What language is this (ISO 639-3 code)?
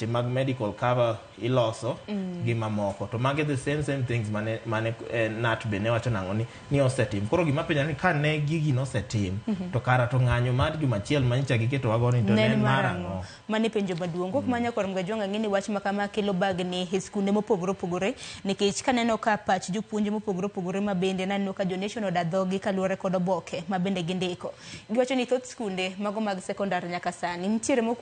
luo